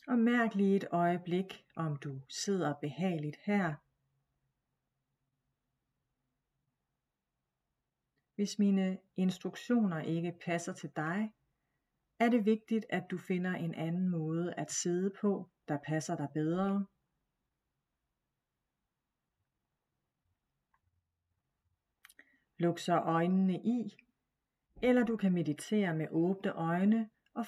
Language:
Danish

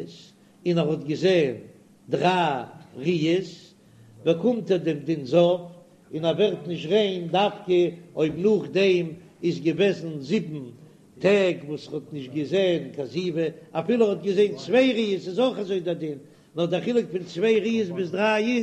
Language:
Yiddish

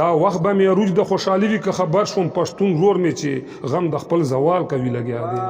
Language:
Pashto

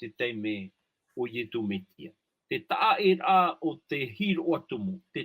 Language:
Tahitian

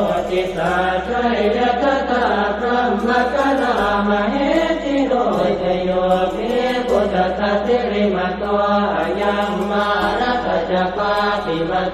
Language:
Pali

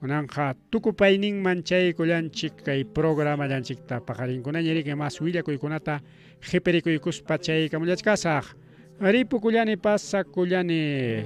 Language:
Ayacucho Quechua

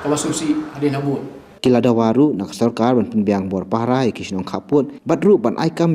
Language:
Khasi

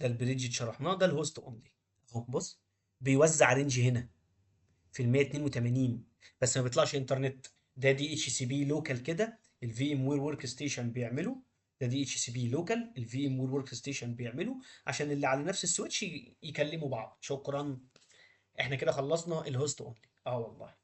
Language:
Egyptian Arabic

